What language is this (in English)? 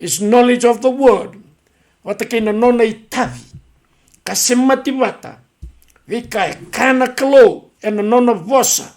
Fijian